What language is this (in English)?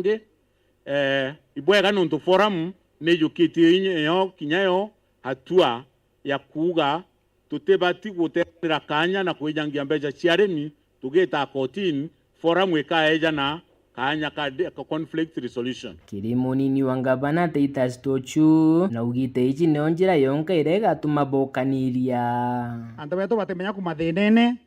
Meru